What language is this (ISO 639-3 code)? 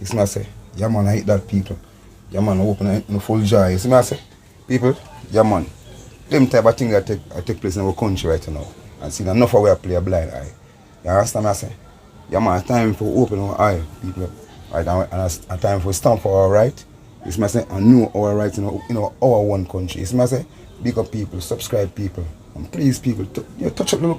jam